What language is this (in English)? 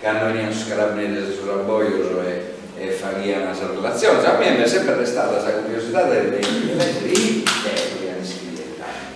Sardinian